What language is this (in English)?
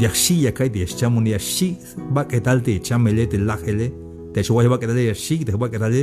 Tzeltal